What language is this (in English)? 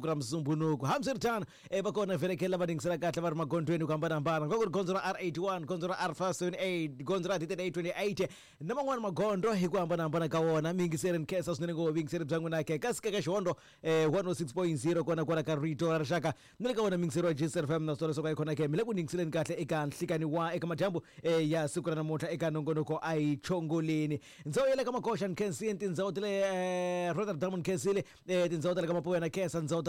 Tsonga